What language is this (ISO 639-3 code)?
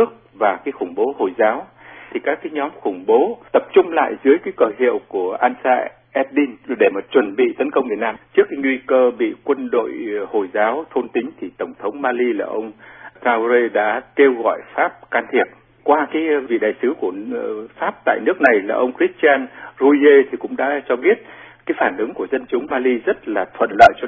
vie